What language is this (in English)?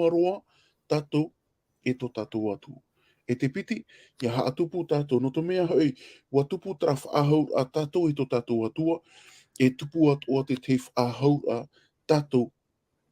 Tahitian